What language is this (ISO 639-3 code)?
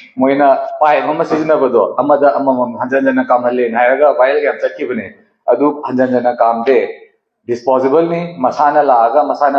mni